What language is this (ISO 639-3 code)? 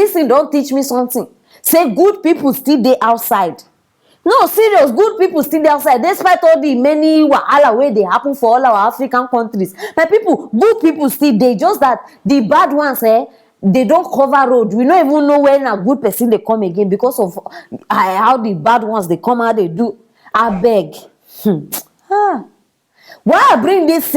pcm